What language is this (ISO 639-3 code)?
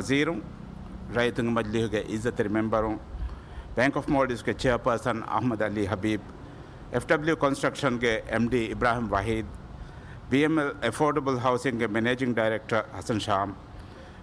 div